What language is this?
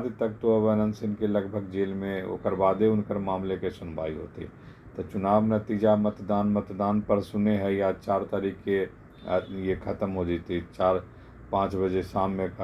Magahi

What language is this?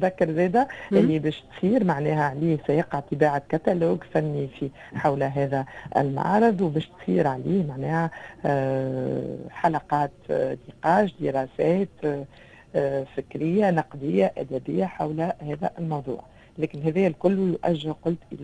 Tunisian Arabic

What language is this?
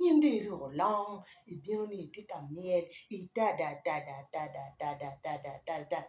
Acoli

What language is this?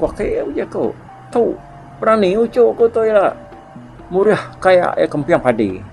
Iban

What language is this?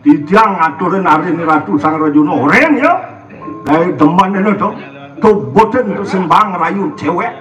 Balinese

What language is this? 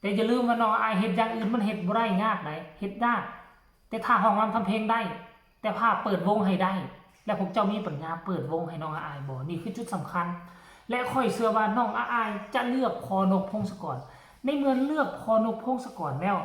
Northeastern Thai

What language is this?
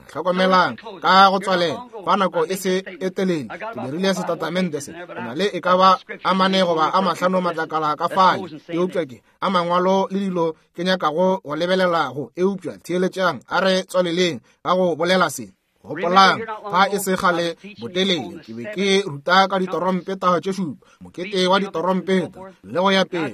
Northern Sotho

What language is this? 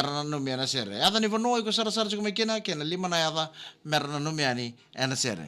Fijian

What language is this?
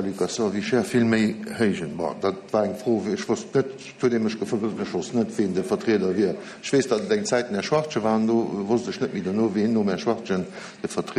Luxembourgish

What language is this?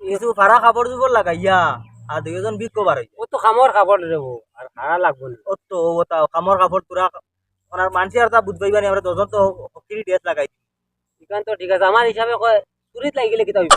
Sylheti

